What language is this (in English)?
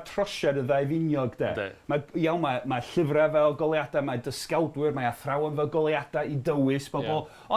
Welsh